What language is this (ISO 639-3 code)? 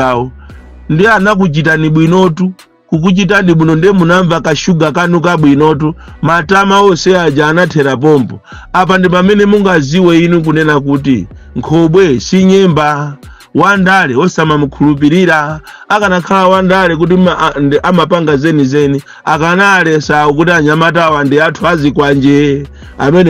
nya